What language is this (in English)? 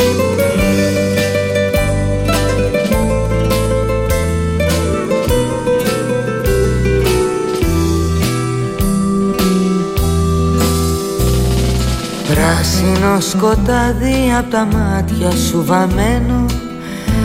Greek